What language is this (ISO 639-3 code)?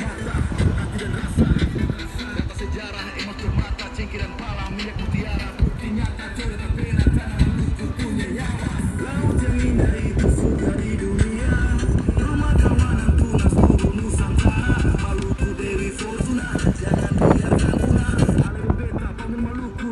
abs